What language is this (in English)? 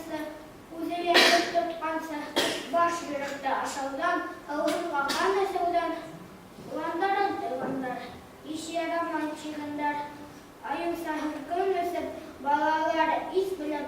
Bashkir